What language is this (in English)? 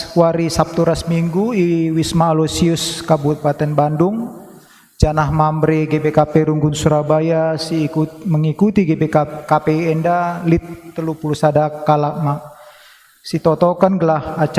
Batak Karo